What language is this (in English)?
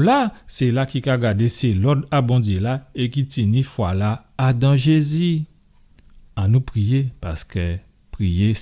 Guadeloupean Creole French